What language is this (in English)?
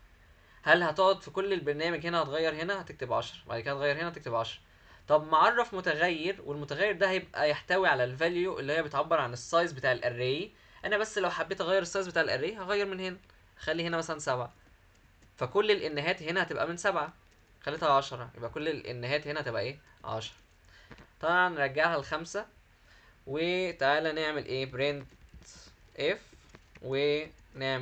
Egyptian Arabic